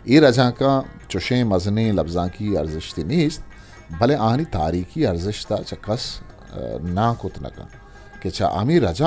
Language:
Eastern Balochi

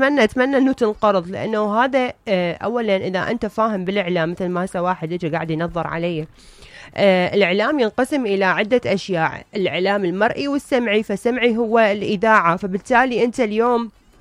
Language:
Mesopotamian Arabic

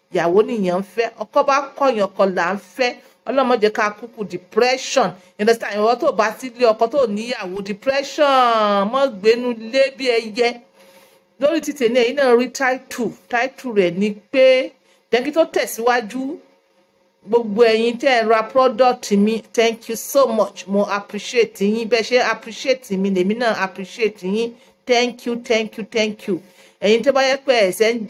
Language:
Yoruba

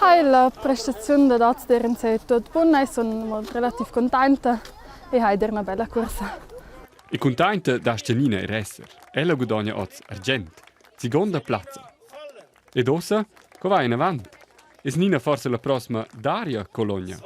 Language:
Romansh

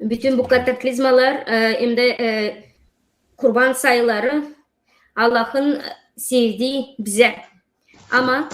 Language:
Gagauz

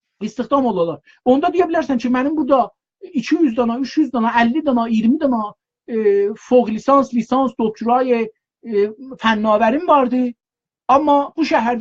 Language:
South Azerbaijani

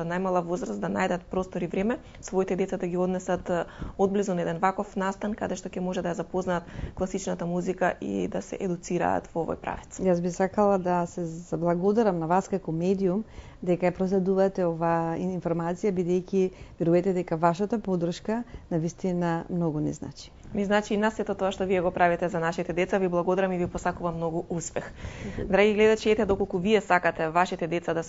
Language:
Macedonian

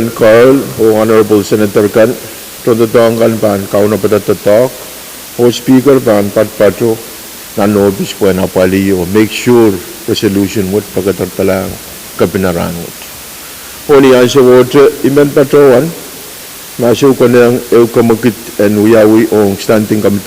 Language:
Pohnpeian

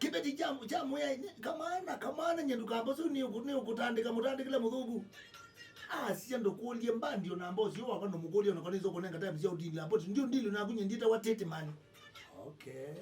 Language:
Kamba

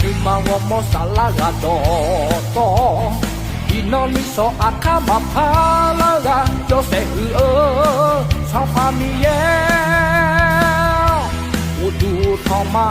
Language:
Akha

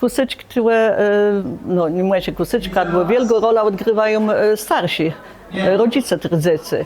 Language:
Kashubian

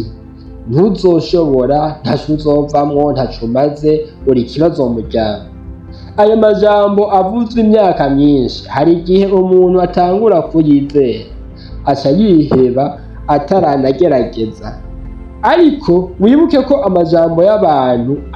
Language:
Rundi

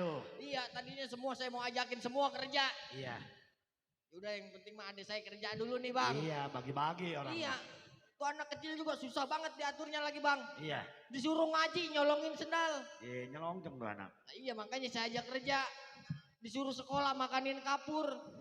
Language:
Betawi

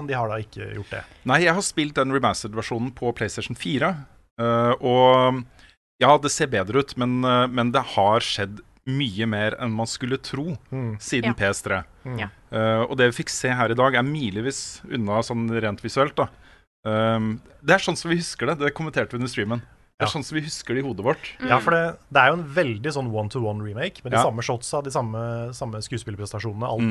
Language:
Norwegian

